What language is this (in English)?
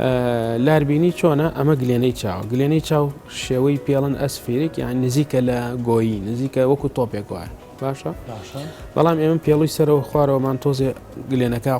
Central Kurdish